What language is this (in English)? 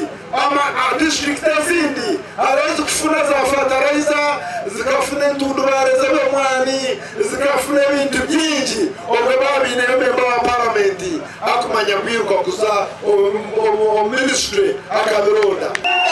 Nyankole